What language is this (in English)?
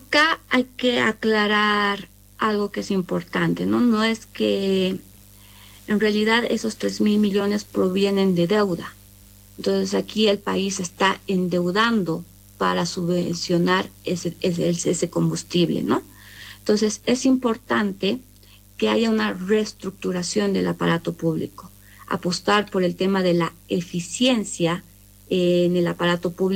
Spanish